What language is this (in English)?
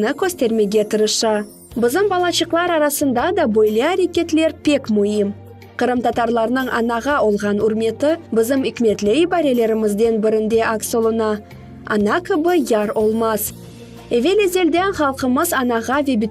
Crimean Tatar